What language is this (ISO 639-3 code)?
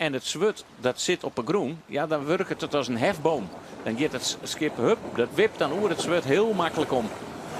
fry